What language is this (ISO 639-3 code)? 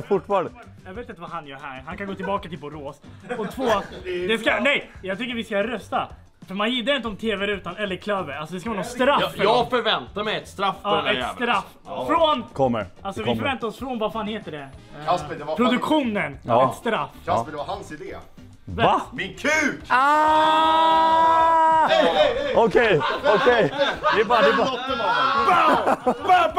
swe